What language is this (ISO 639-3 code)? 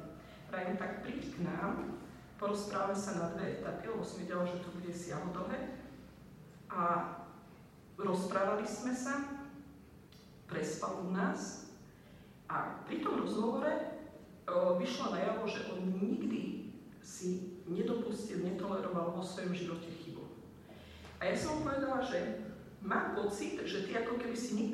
slk